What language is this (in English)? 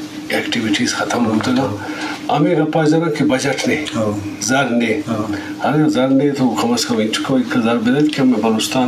Eastern Balochi